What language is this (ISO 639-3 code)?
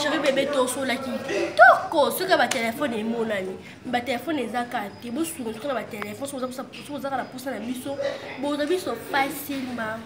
lin